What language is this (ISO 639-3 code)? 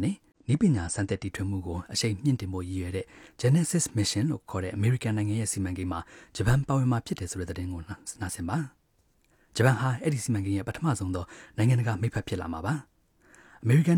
mya